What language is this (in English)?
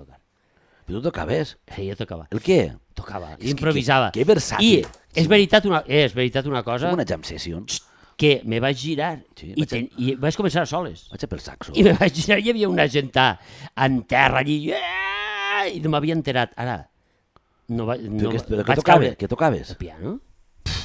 Catalan